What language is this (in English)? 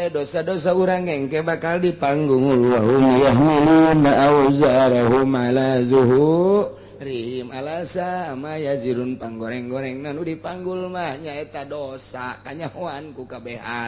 Sundanese